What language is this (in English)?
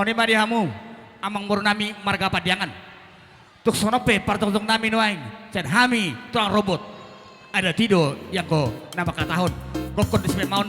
Batak Toba